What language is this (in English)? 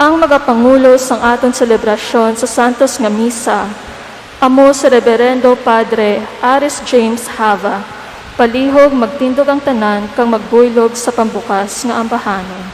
Hiligaynon